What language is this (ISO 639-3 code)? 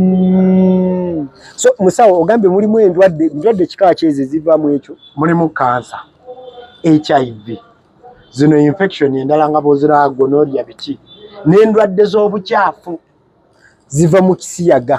lug